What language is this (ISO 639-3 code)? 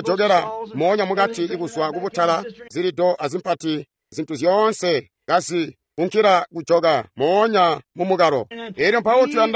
toi